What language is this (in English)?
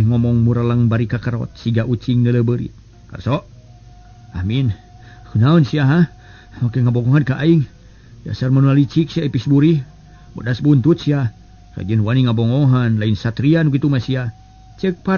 Sundanese